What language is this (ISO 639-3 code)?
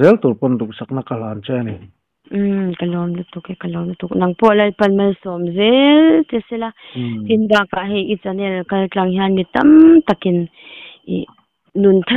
lus